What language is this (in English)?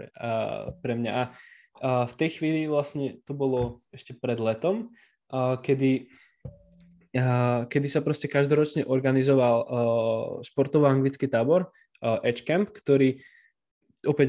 Slovak